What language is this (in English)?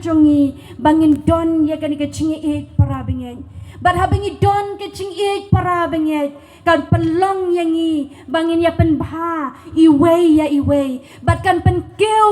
Khasi